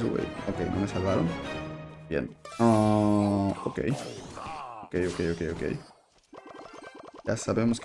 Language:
Spanish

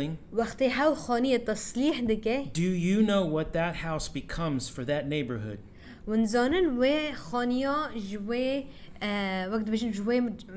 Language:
Kurdish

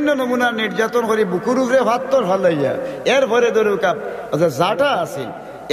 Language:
Sylheti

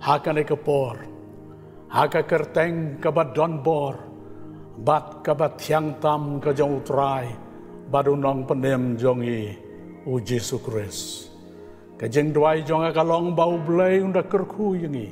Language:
Khasi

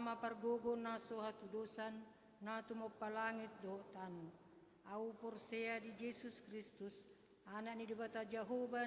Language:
Batak Toba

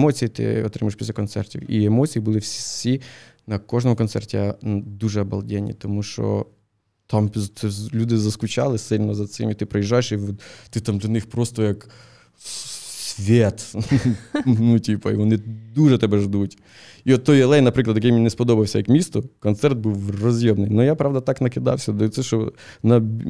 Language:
Ukrainian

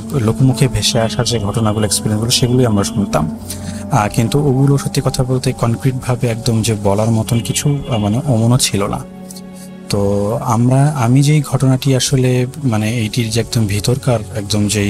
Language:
Bangla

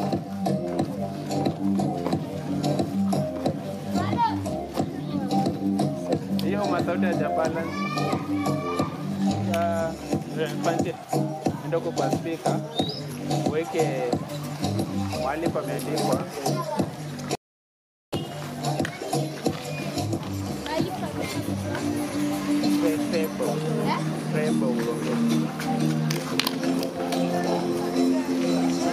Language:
Swahili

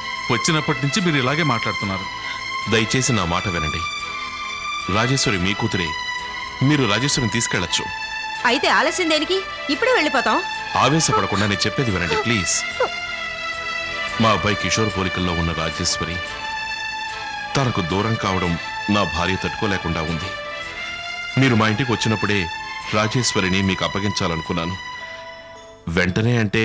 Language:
Telugu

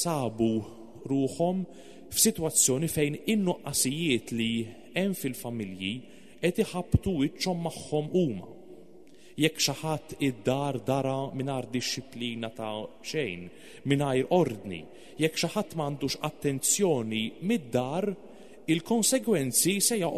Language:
Maltese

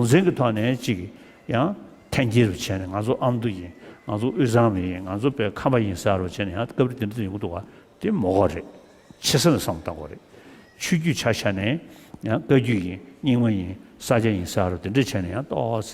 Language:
Tibetan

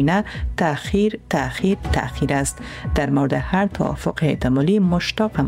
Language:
Persian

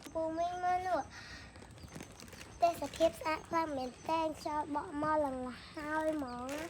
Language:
Khmer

